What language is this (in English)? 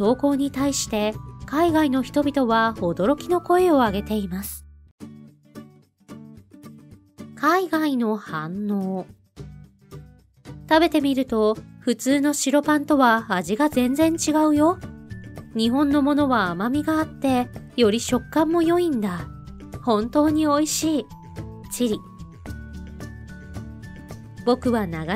Japanese